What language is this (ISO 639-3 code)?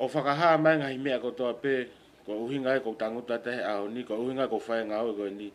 ton